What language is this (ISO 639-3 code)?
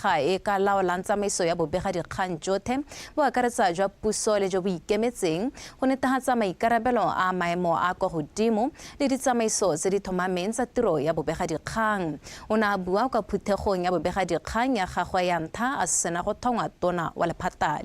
tsn